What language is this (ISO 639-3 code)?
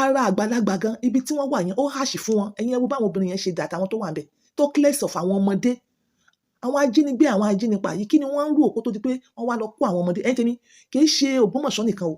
yor